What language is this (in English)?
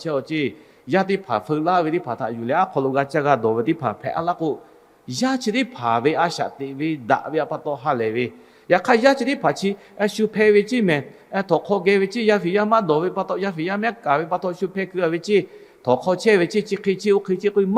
Lahu